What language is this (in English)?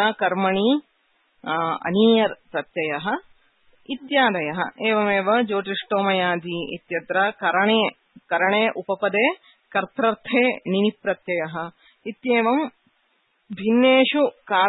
Sanskrit